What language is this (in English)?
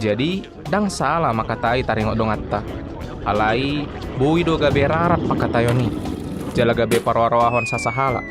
Batak Toba